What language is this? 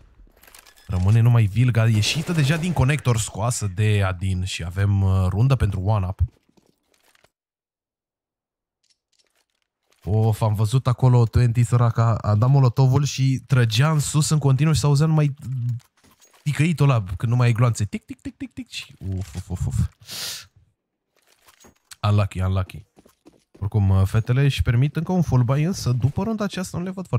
Romanian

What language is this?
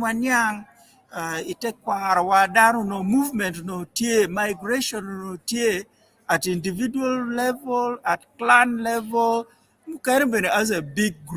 Acoli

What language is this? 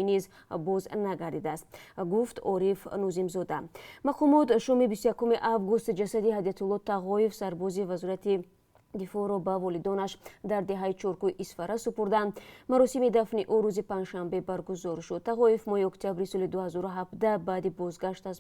Tajik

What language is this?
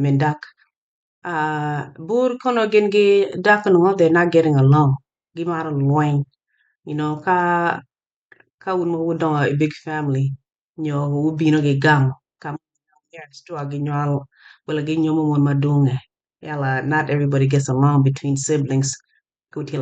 Acoli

